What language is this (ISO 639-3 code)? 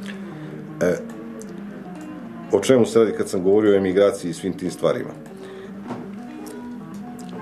srp